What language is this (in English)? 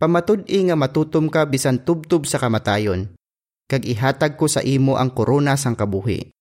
Hiligaynon